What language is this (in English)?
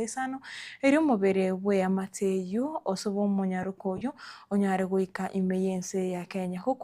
Gusii